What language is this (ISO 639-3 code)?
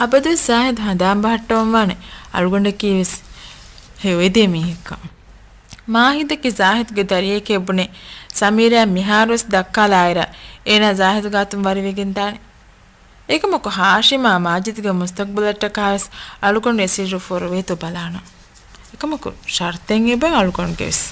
div